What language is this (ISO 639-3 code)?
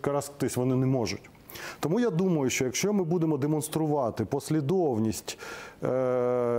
ukr